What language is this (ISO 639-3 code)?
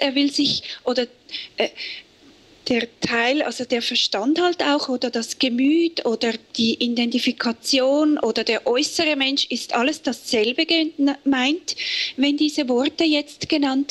deu